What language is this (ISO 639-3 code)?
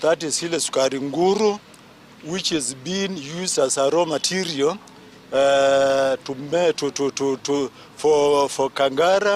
guz